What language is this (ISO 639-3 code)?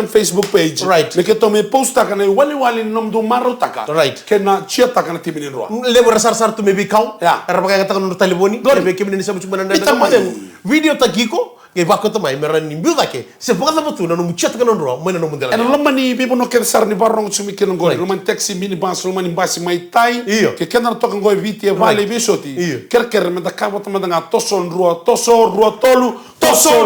fij